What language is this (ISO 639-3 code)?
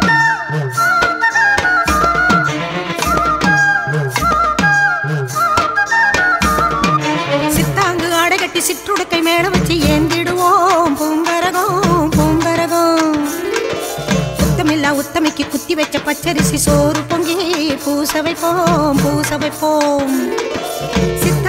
tam